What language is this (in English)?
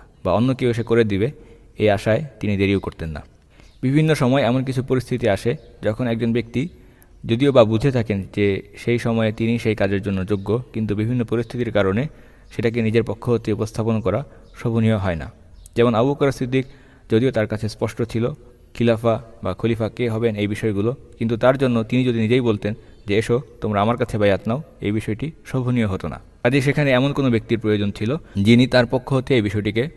Bangla